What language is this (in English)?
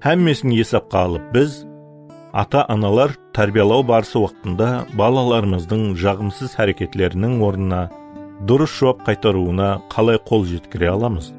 Kara-Kalpak